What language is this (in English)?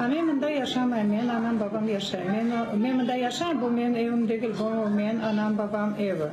Crimean Tatar